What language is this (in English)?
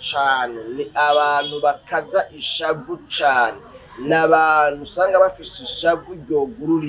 Rundi